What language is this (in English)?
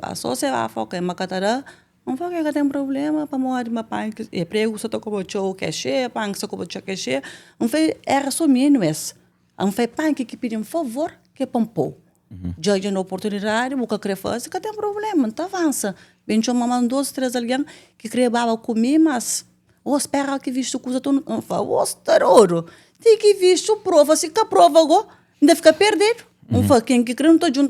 Kabuverdianu